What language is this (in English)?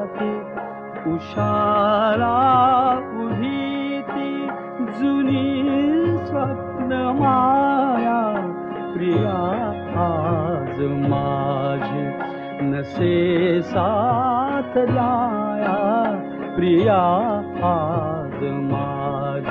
Marathi